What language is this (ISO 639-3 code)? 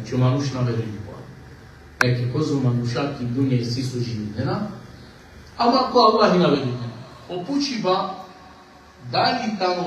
rmn